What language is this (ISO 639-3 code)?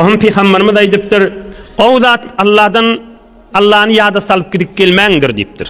tuk